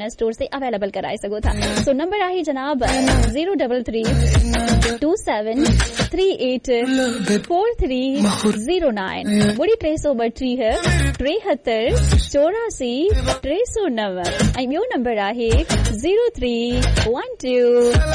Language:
Urdu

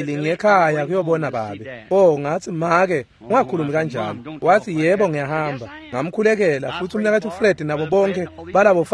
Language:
Swati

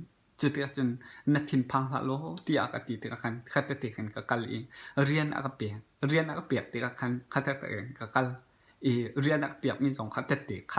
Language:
Hakha Chin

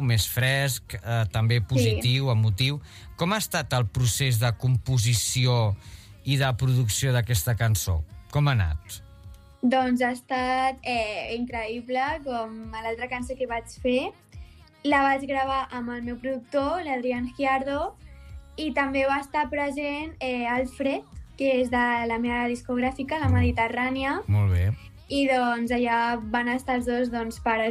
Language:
Catalan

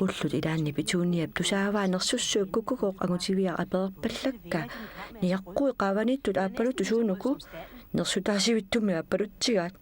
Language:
Kalaallisut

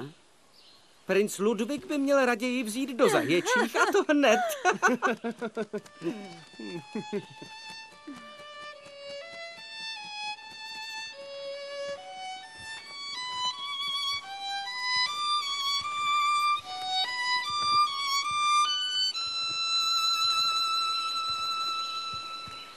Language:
Czech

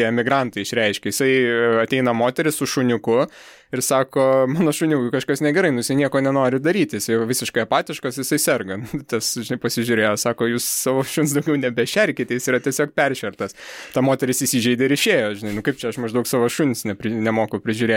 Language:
Lithuanian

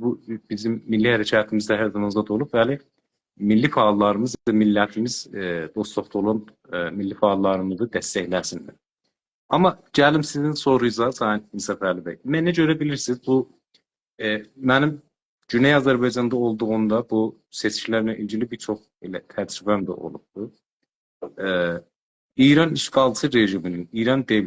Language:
South Azerbaijani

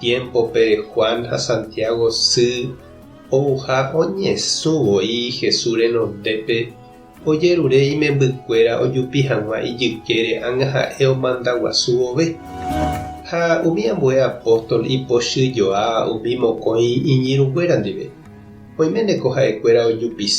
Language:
Guarani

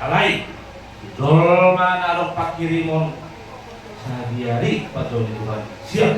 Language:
Batak Toba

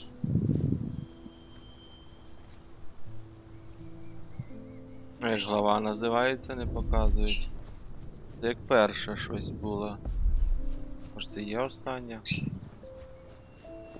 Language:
Ukrainian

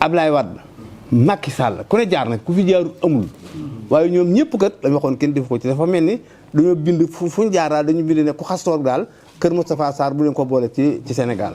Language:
Wolof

